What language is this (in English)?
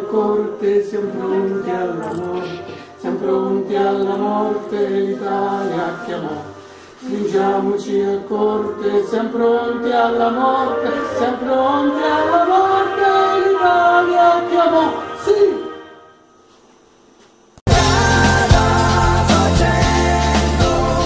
Italian